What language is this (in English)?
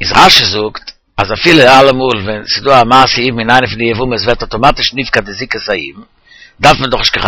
Yiddish